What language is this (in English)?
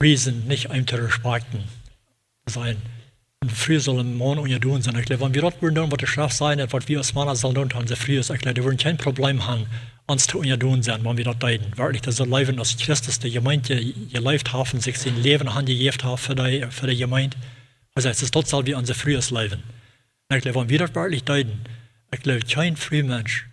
Plautdietsch